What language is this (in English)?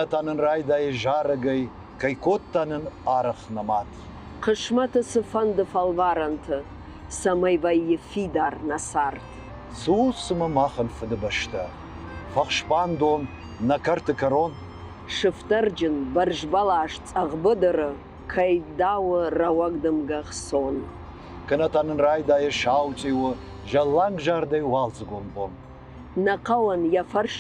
Ossetic